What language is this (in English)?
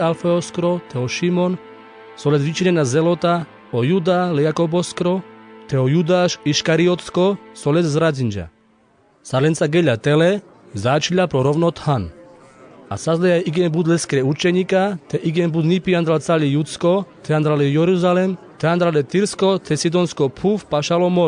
Carpathian Romani